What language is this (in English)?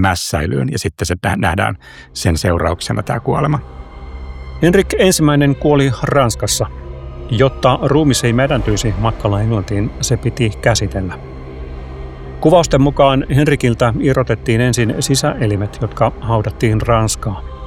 Finnish